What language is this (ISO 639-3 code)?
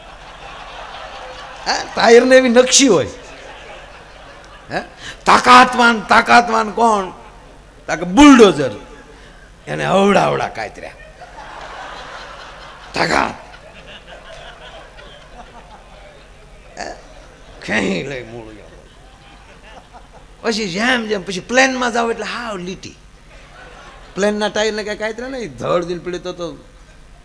guj